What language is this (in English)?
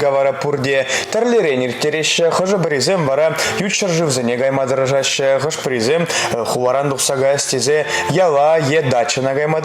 Chuvash